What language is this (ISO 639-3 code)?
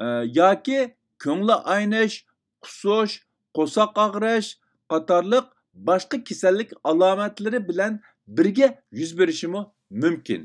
uig